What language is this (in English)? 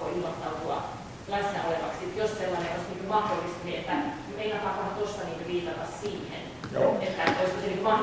Finnish